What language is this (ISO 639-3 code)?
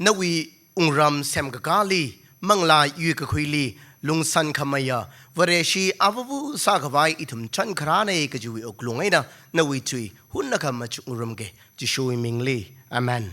nmf